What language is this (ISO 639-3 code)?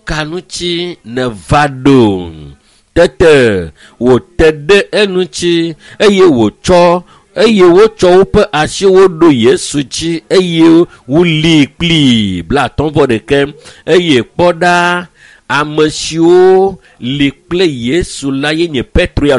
ewe